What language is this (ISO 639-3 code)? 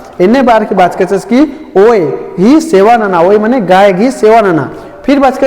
kru